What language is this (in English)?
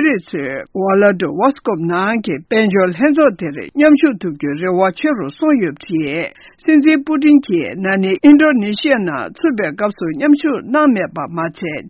Tibetan